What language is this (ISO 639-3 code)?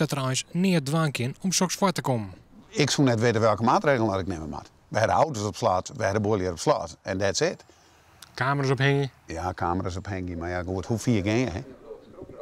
fry